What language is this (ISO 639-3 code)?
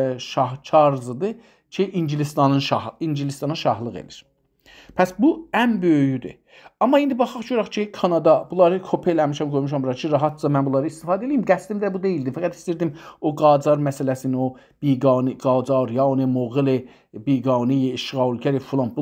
azb